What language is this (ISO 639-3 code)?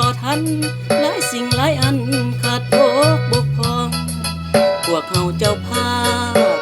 lao